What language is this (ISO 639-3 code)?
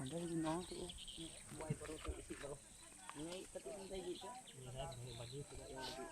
iba